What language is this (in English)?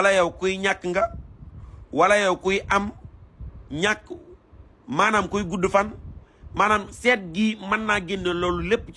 Wolof